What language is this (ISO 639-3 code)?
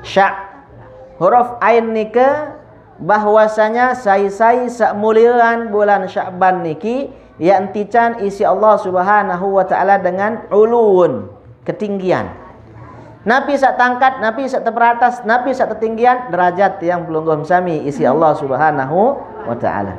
sas